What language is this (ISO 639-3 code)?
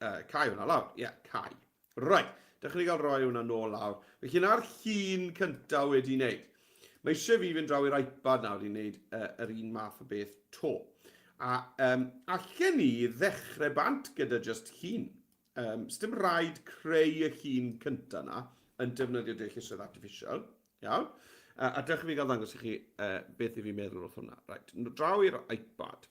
cym